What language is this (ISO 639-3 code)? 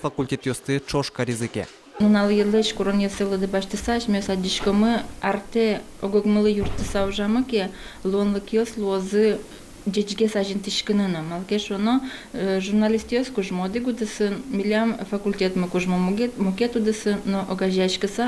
udm